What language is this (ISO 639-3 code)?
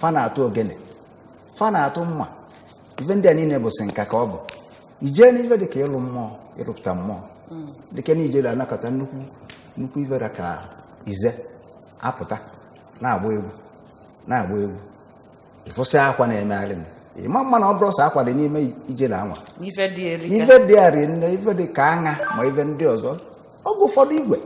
ibo